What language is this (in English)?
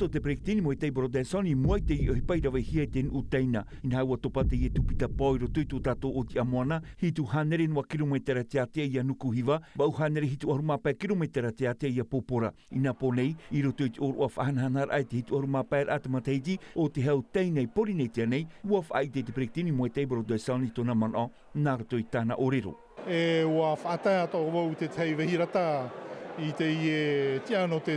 Tahitian